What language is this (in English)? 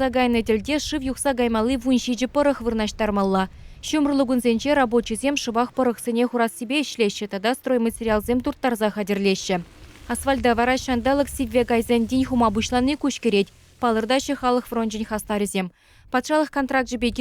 Chuvash